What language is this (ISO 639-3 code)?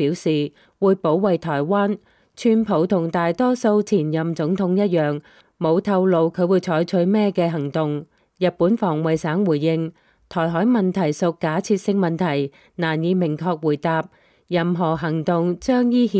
yue